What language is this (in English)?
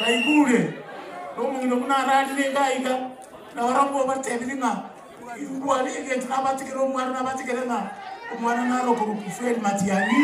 Gusii